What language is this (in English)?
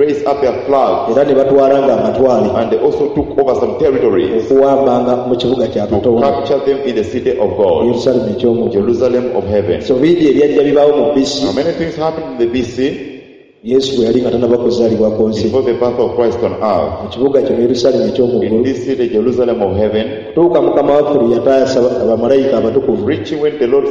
Ganda